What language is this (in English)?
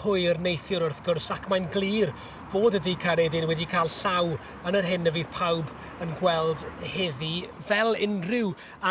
Welsh